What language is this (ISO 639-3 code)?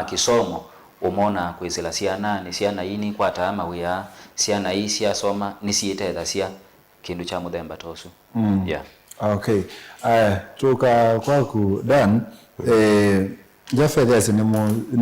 kam